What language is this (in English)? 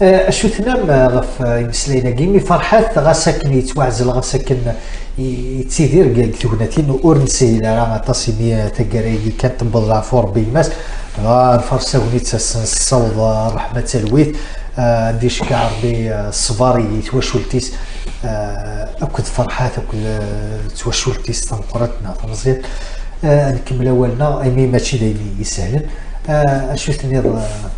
Kabyle